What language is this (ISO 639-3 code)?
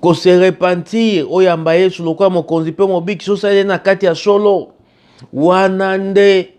lin